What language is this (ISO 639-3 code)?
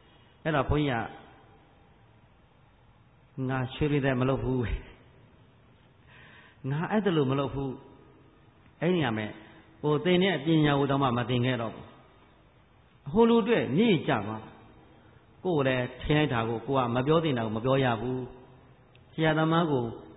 mya